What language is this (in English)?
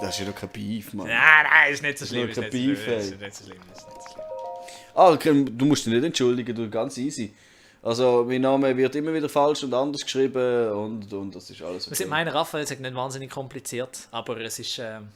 Swiss German